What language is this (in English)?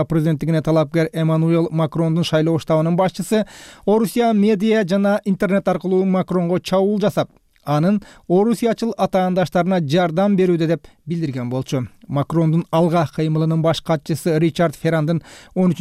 Kyrgyz